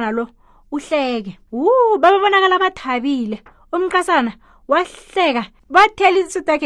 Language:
South Ndebele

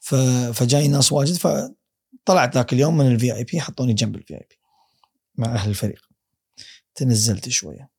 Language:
Gulf Arabic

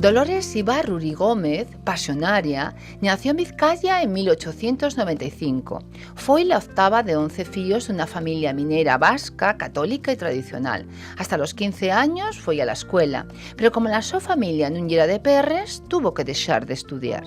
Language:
Asturian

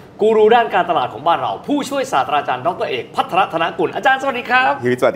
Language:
Thai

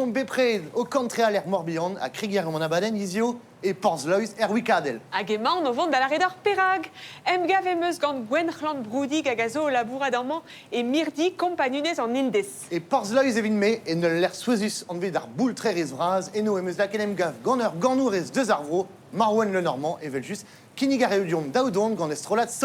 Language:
Breton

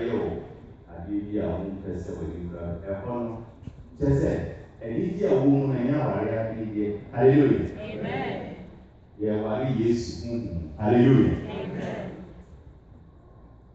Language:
English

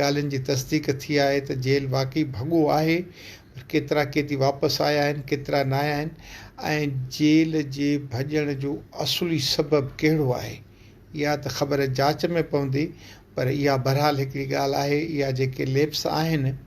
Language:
Sindhi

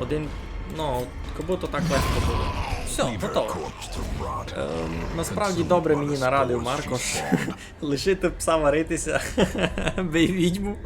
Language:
Rusyn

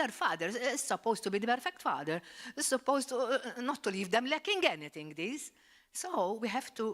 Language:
English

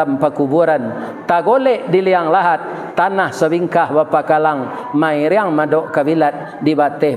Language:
Minangkabau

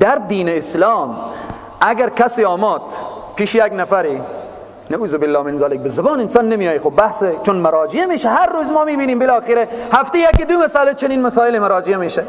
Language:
Persian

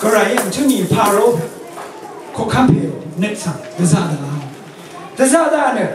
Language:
Rawang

